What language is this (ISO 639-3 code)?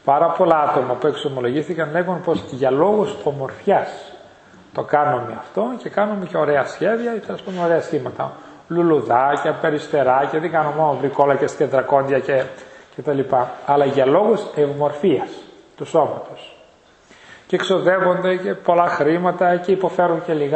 ell